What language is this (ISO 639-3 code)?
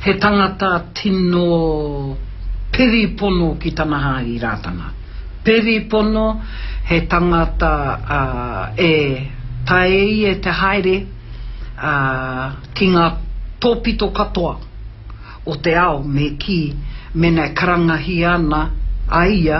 mri